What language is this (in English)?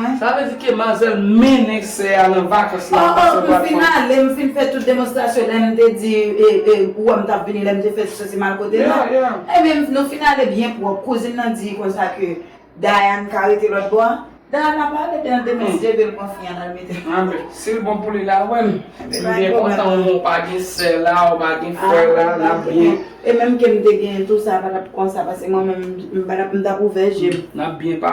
Haitian Creole